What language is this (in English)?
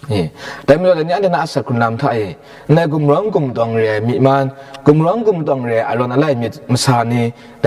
Kachin